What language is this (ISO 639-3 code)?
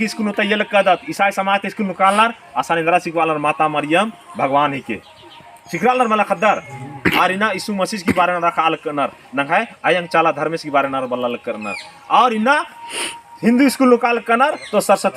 kru